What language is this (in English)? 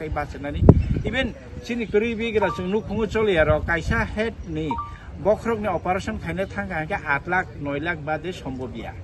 Kok Borok